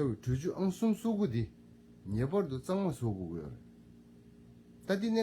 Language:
Tibetan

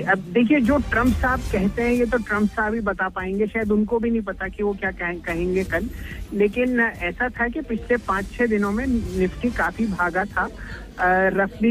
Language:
Hindi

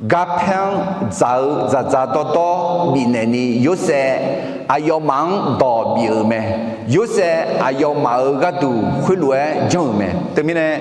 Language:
Akha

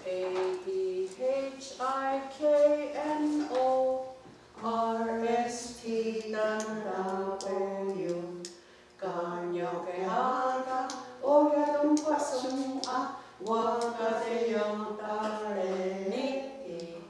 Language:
Mohawk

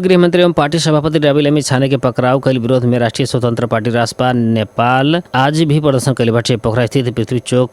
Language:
Bhojpuri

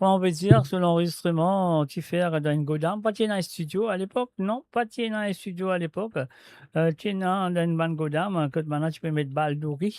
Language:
Morisyen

